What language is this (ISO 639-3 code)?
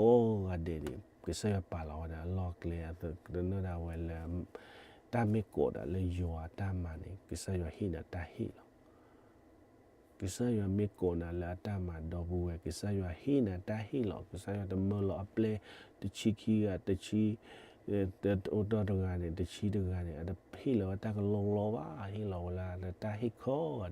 ksw